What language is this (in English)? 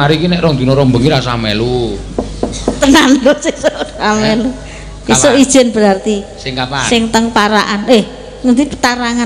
Javanese